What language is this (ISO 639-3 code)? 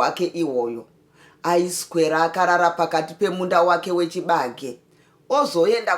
sna